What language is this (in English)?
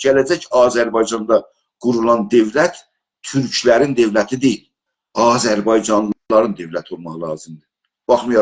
South Azerbaijani